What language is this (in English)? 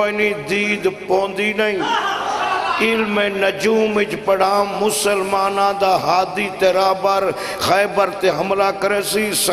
Saraiki